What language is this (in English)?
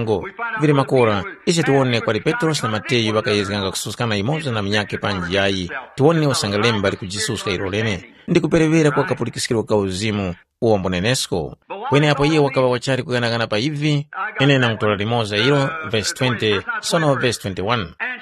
Tumbuka